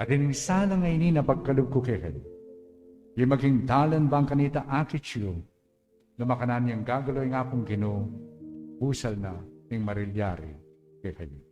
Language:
Pampanga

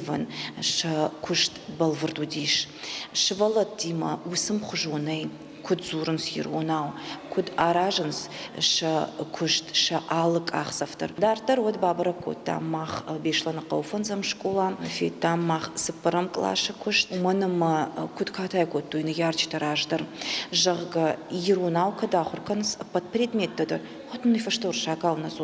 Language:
Ossetic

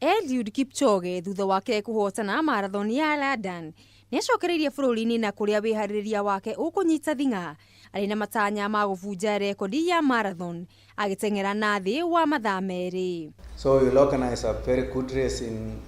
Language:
Kikuyu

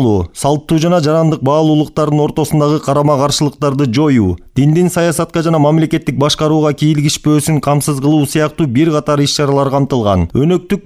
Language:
Kyrgyz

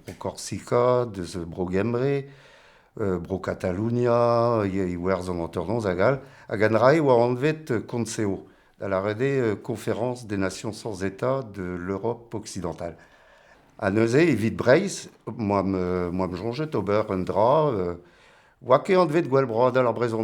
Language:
Breton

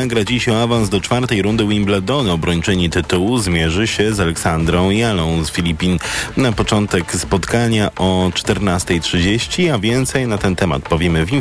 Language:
Polish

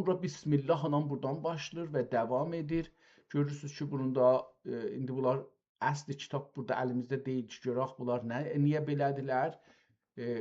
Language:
South Azerbaijani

